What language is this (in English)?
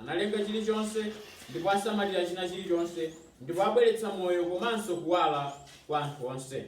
Nyanja